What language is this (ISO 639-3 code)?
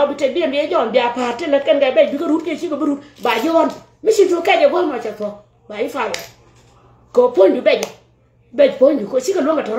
nus